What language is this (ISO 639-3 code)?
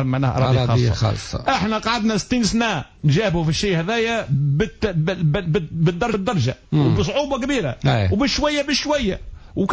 aeb